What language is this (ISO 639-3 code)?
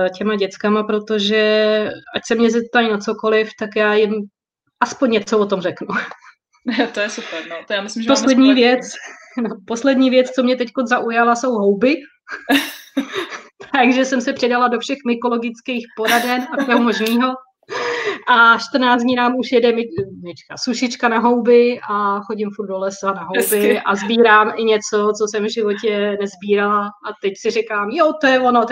ces